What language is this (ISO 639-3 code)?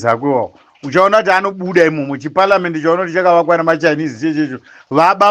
sna